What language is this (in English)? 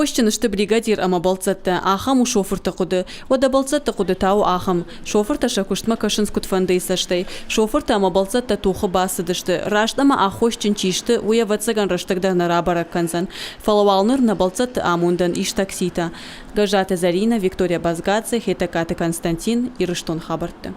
Ossetic